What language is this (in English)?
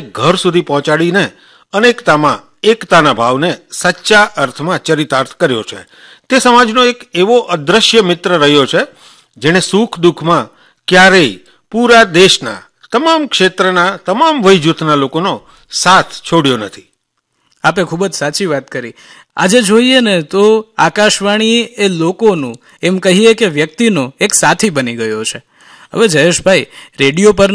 Gujarati